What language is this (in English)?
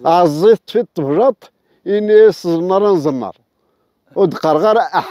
Kabyle